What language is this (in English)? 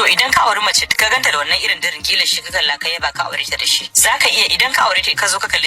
Hausa